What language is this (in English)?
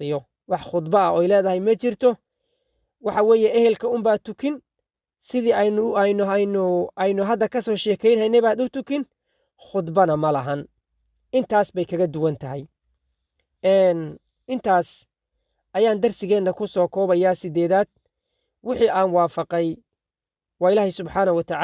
Somali